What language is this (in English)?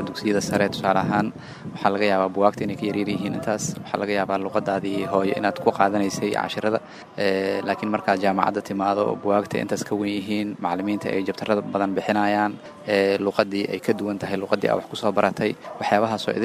Somali